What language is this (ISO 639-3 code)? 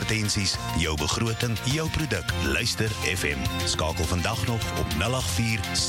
afr